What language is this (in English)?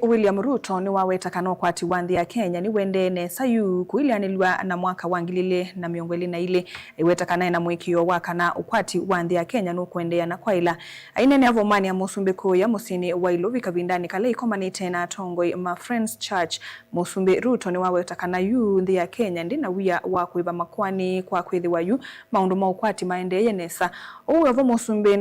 Kamba